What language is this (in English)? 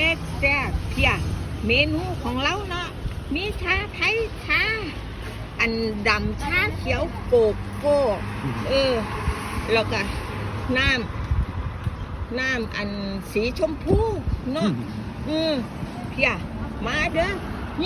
Northeastern Thai